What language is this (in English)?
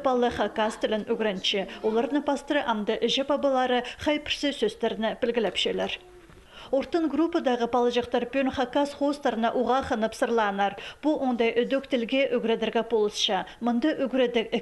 Khakas